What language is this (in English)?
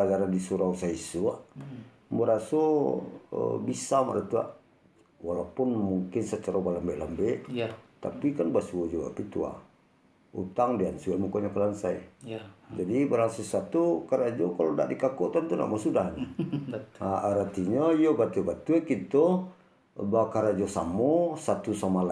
Minangkabau